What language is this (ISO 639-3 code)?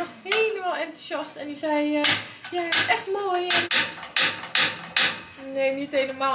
nld